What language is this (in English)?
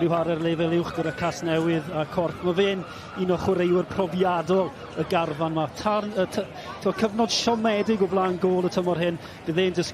Welsh